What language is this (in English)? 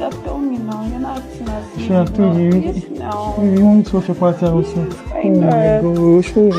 Nigerian Pidgin